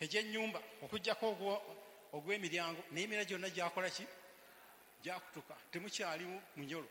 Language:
Ganda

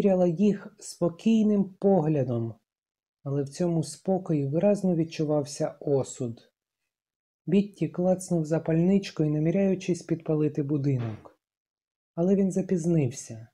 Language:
Ukrainian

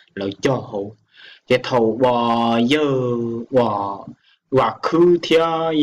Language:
Hmong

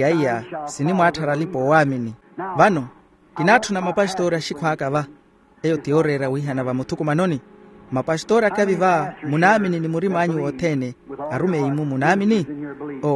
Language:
Makhuwa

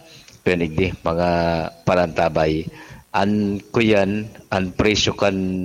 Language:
Bikol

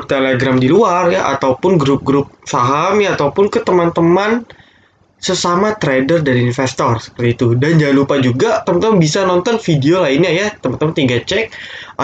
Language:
Indonesian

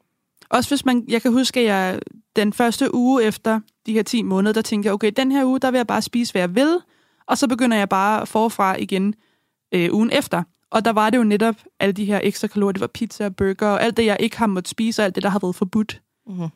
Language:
Danish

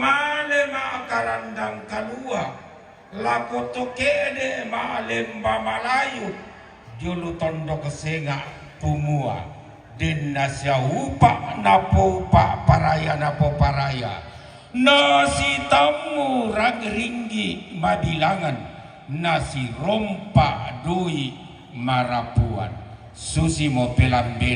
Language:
Toraja-Sa'dan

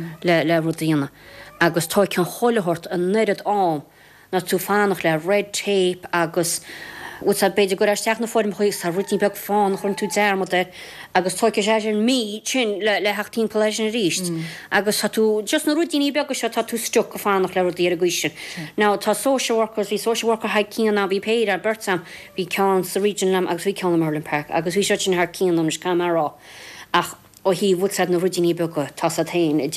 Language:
Irish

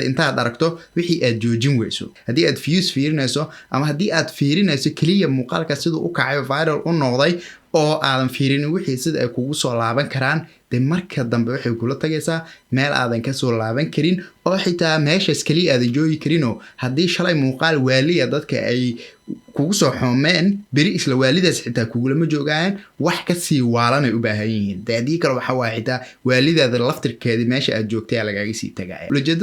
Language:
Somali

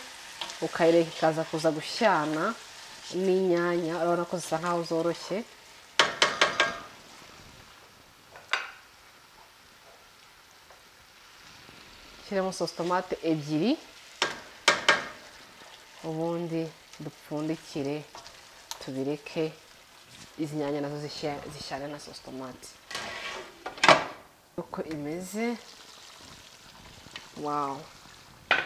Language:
Kinyarwanda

